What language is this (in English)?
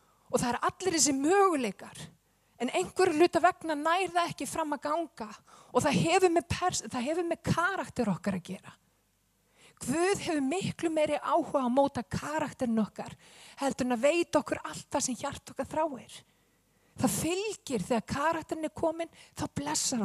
Icelandic